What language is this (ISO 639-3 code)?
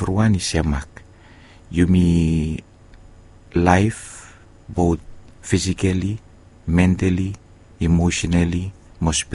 bis